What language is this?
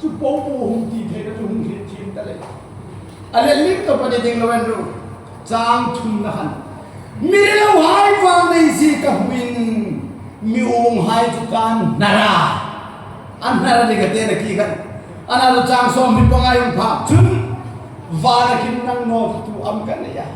Hmar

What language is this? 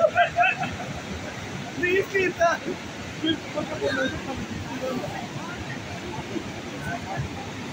Croatian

